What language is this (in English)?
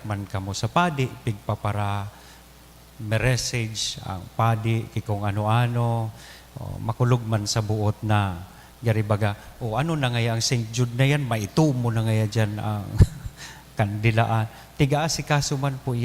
Bikol